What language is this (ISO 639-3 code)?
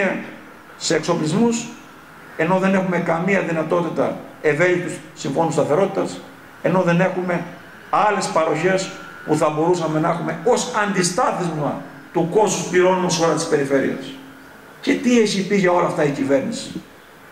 ell